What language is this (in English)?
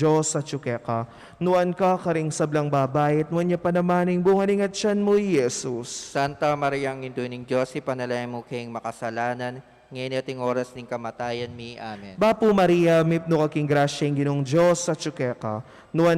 Pampanga